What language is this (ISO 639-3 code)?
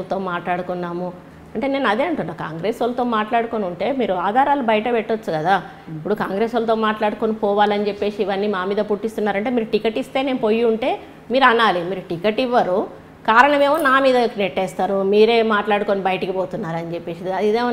tel